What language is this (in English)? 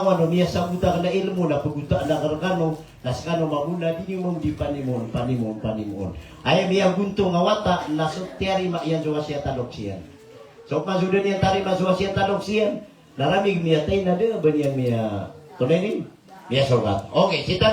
Maranao